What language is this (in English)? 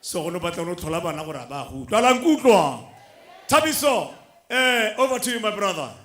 Tswana